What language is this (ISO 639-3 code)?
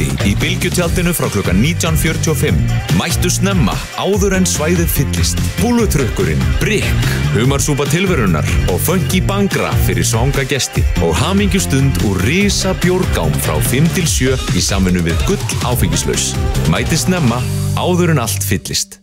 isl